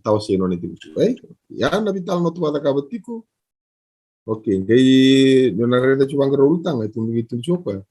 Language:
Fijian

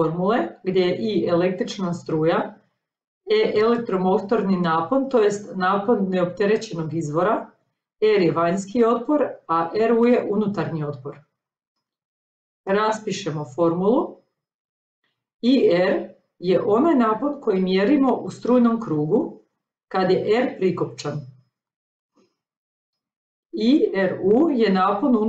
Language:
Croatian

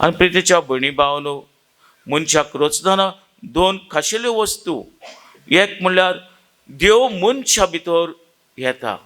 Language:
Konkani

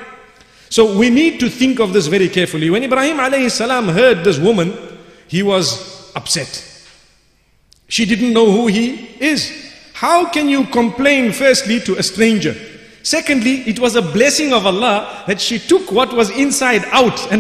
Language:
English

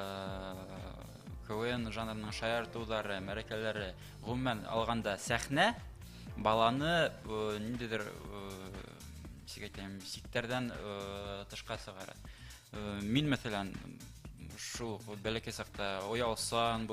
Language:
Bashkir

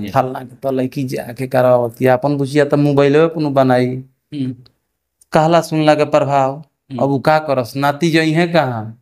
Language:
Bhojpuri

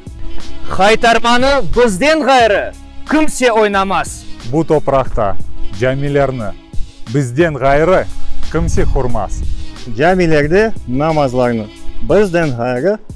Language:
Crimean Tatar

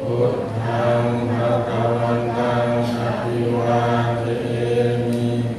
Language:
Pali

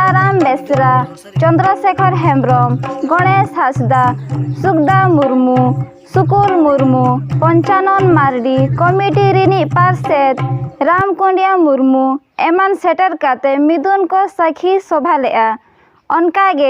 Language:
Santali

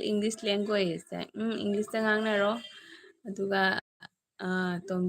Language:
Manipuri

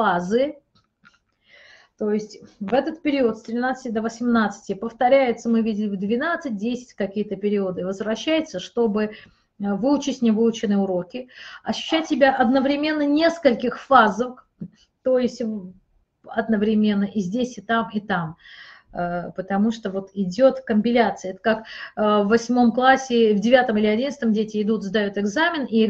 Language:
Russian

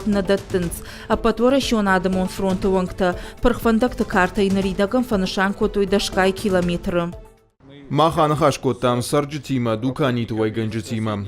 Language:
Ossetic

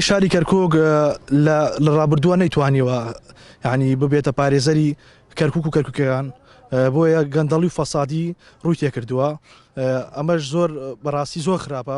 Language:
Central Kurdish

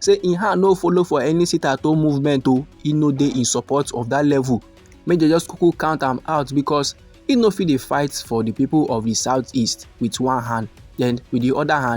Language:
Nigerian Pidgin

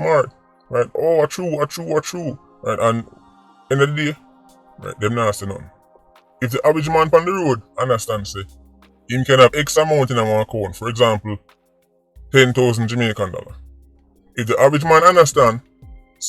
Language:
Jamaican Creole English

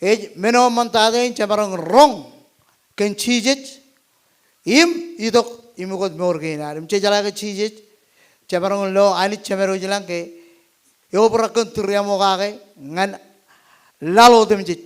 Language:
Marshallese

